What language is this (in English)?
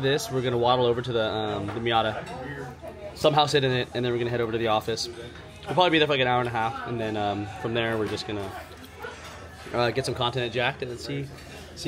English